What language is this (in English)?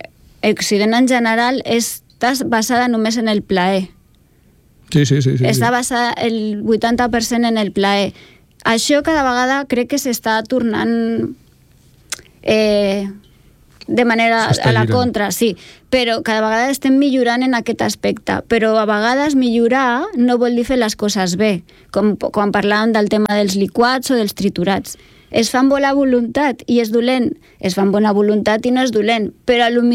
Catalan